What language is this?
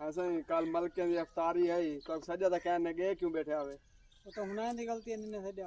Saraiki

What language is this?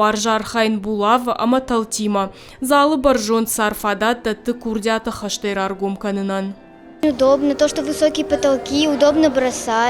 Ossetic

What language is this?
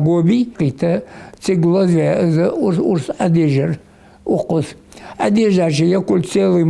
Ingush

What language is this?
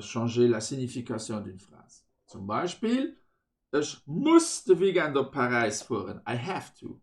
Luxembourgish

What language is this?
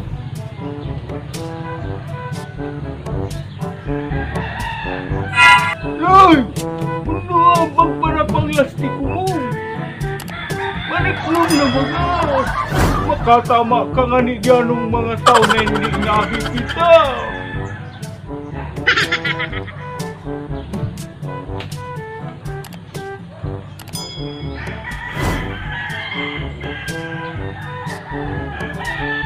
Filipino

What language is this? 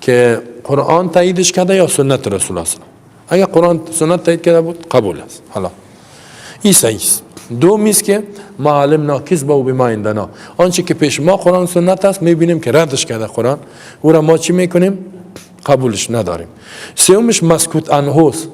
Persian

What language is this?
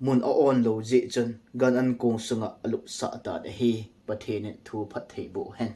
Thado Chin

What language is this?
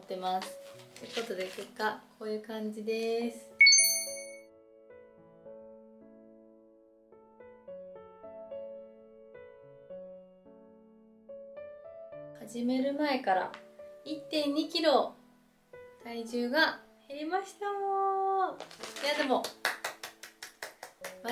Japanese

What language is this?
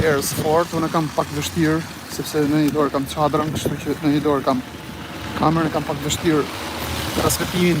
Albanian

